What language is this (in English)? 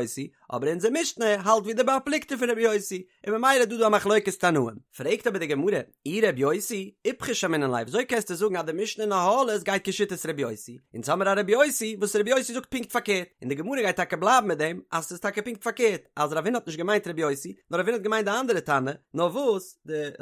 Yiddish